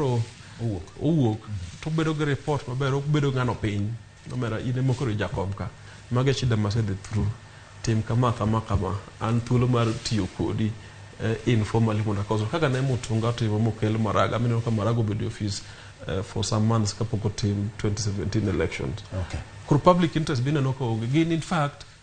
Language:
Luo (Kenya and Tanzania)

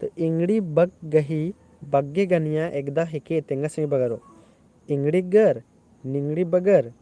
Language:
Kurukh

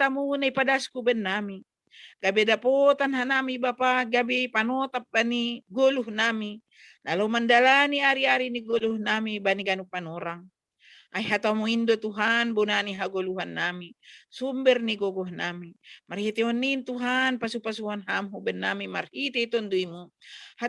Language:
Batak Simalungun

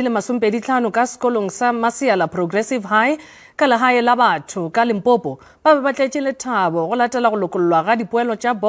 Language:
Northern Sotho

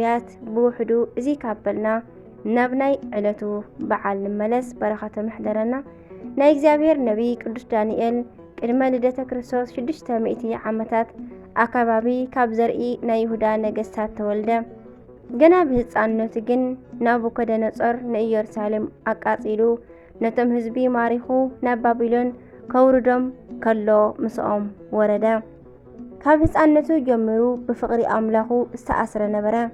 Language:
Tigrinya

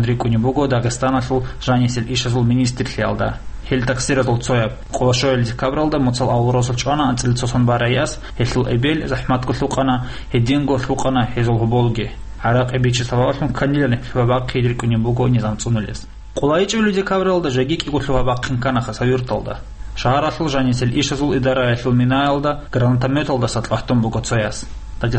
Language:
Avaric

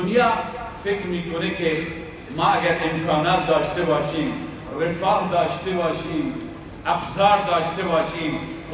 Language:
Persian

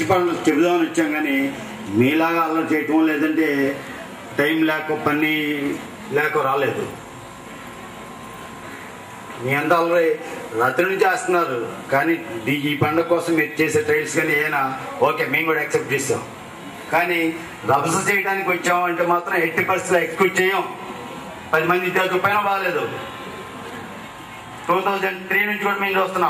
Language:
Telugu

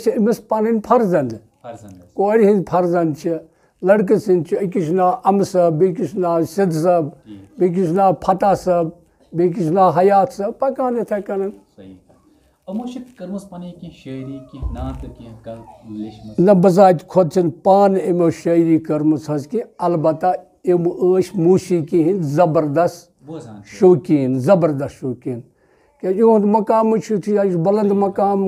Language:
Kashmiri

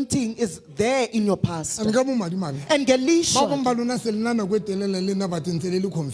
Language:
Southern Sotho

